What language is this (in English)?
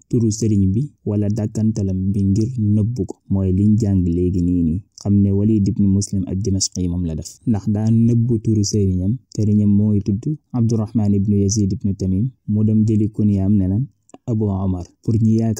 Wolof